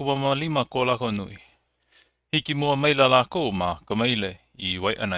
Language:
Hawaiian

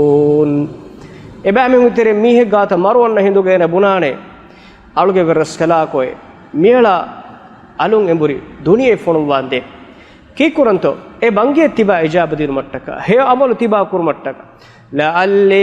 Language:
Divehi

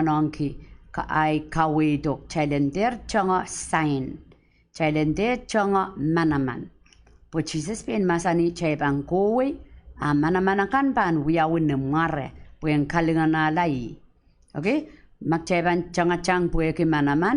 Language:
Pohnpeian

